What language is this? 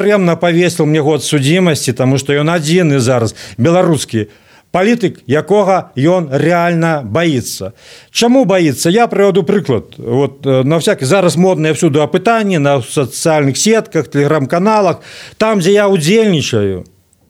Belarusian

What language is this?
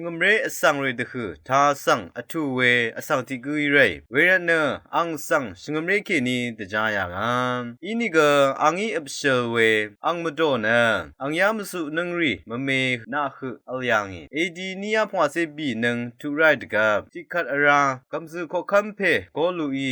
Rawang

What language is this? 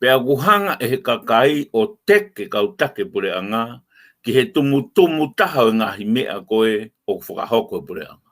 Tongan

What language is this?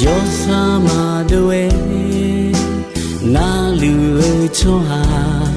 Akha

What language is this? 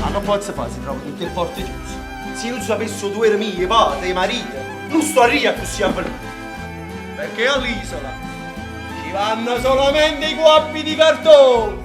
Neapolitan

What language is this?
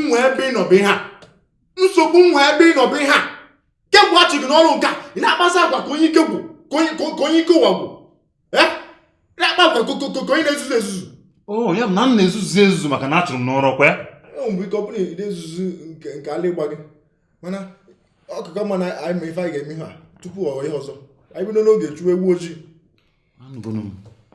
Igbo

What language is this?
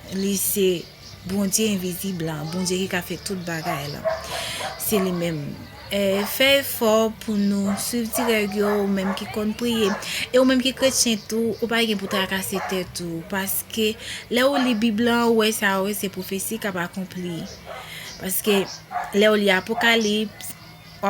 Haitian Creole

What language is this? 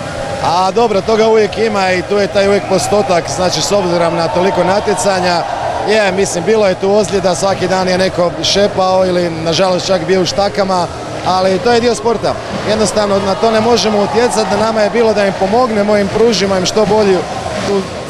Croatian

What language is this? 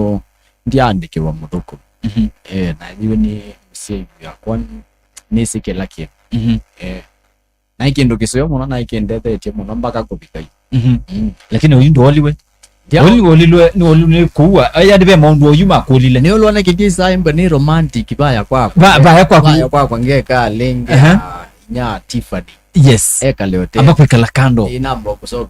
Kamba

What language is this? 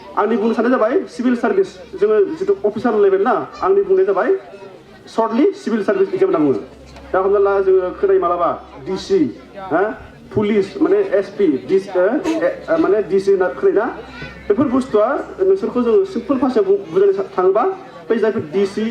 Bodo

